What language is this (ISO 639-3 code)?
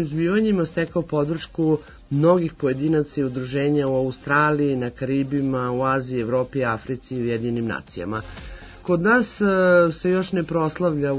srp